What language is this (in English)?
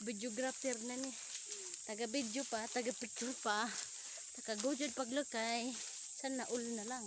Cebuano